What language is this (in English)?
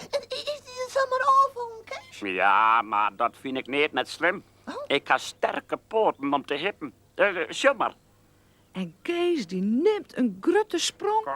Western Frisian